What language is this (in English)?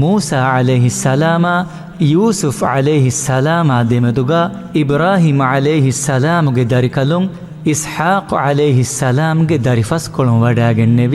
Divehi